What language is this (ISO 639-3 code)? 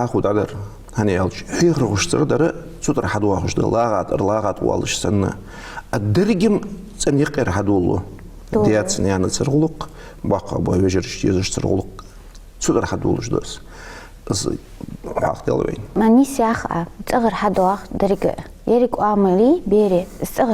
inh